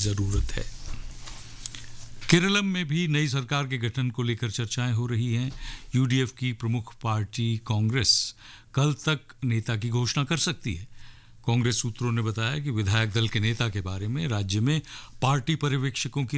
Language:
Hindi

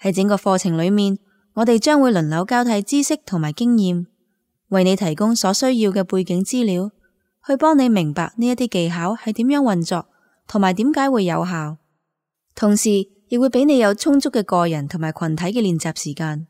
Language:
Cantonese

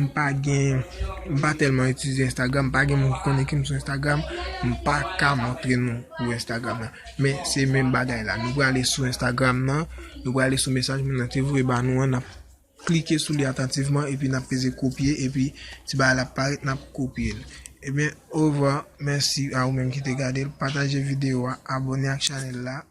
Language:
Haitian Creole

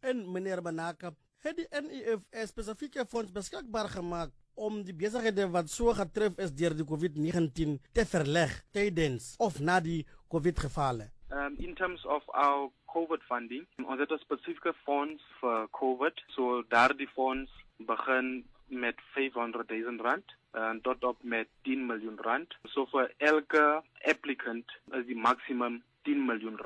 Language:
Afrikaans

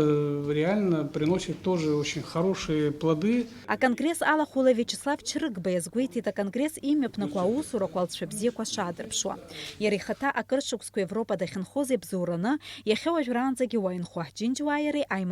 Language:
Abkhazian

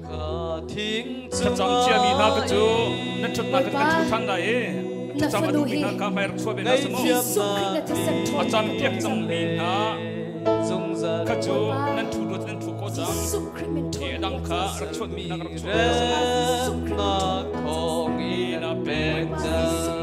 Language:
Hakha Chin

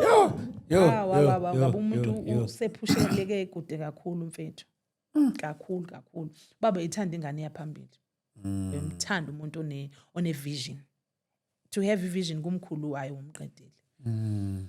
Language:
Zulu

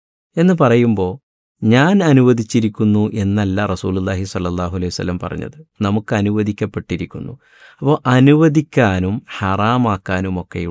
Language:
Malayalam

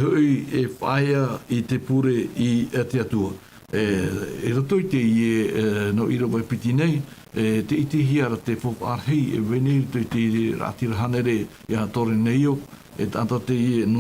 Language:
Tahitian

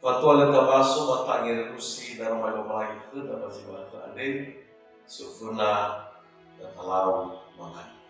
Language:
Nias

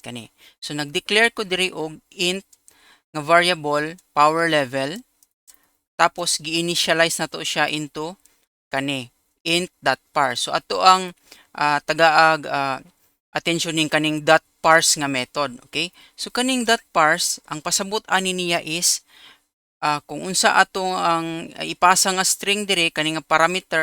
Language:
Cebuano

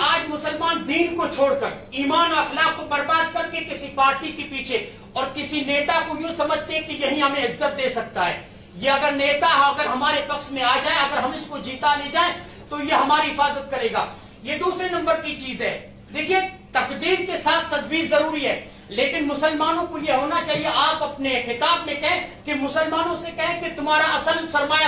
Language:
Urdu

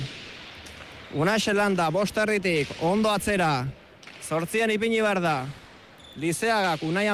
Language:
Basque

